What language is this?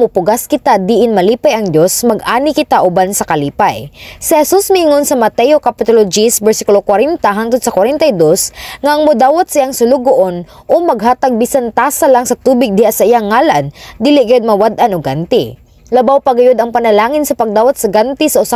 Cebuano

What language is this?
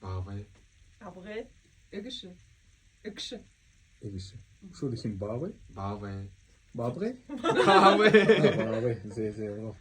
Buriat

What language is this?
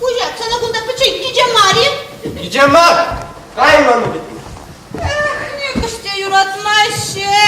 Chuvash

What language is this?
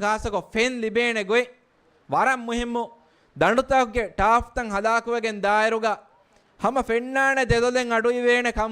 Divehi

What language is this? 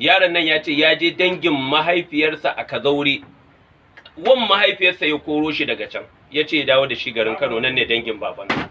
Hausa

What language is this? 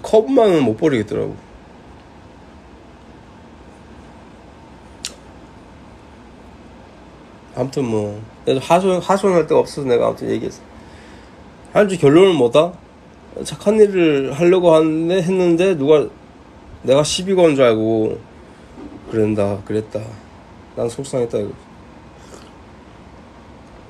Korean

